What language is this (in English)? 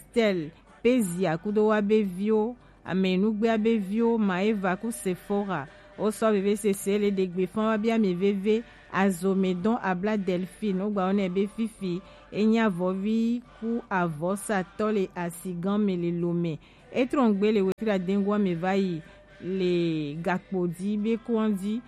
Gen